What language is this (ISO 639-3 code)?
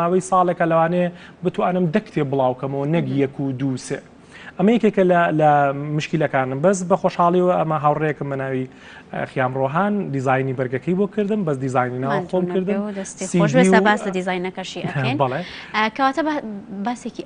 ckb